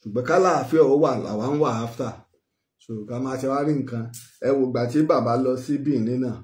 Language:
Yoruba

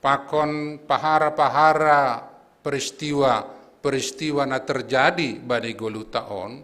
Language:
Batak Simalungun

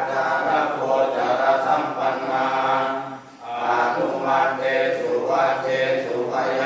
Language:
Pali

